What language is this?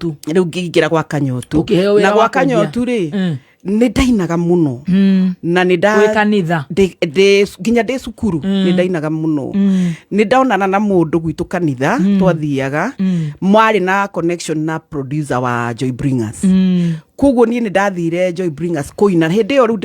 Kikuyu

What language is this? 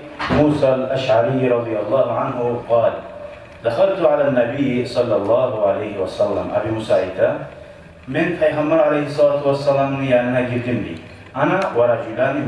Kumyk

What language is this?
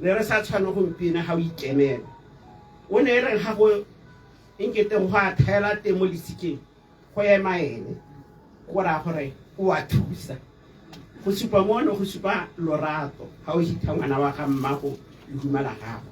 Tswana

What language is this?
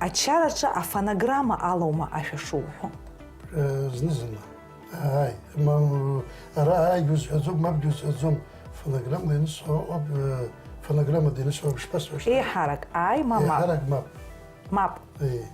Abkhazian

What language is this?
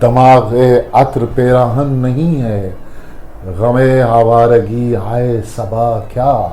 Eastern Balochi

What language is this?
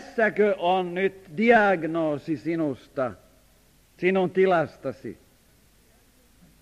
Finnish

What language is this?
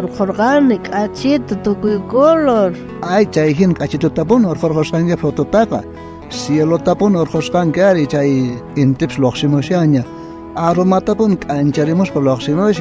South Bolivian Quechua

